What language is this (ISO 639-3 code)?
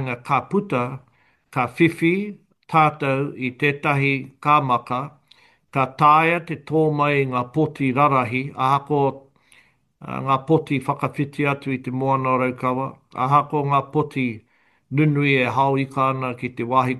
mri